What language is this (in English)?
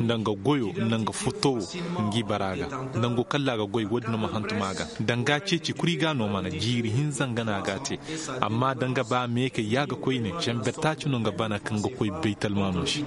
Zarma